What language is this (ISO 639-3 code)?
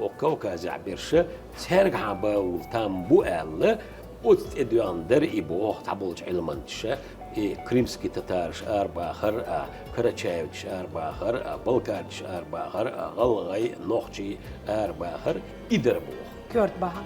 che